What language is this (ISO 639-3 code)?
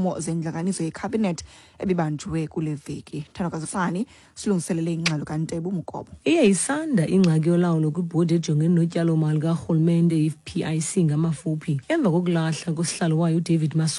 xho